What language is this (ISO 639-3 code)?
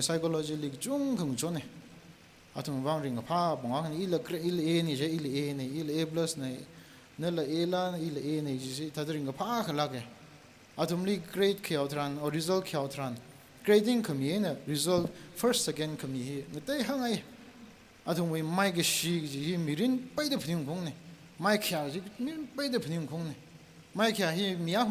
nmf